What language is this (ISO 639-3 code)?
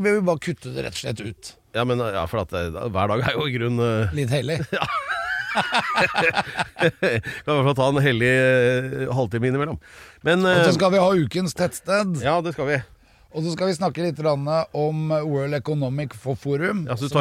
nor